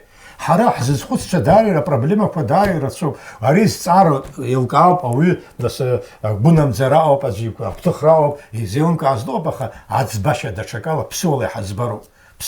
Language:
Abkhazian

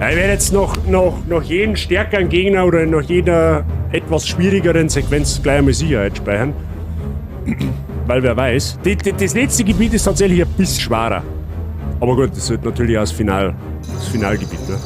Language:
Bavarian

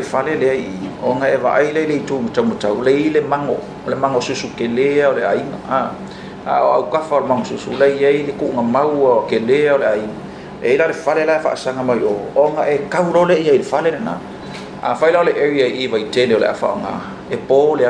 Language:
Samoan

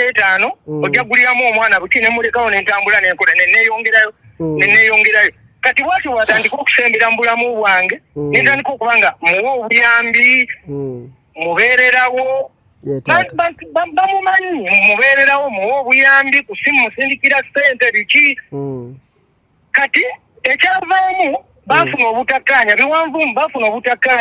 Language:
Ganda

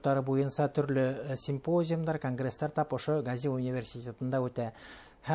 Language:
Bashkir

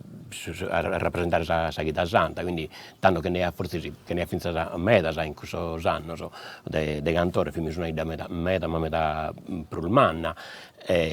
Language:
Sardinian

